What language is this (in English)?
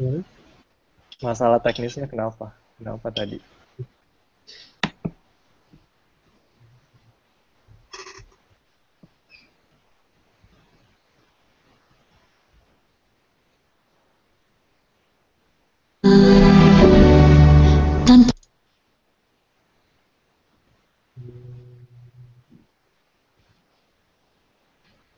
Indonesian